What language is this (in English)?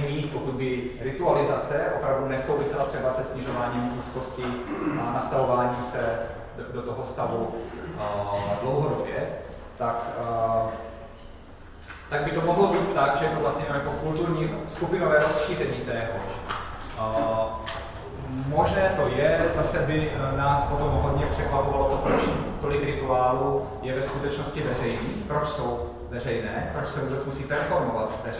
Czech